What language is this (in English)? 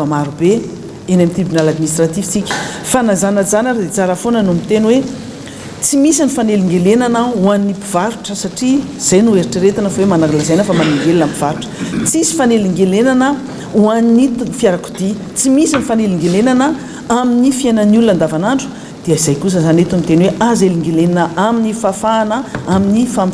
Malagasy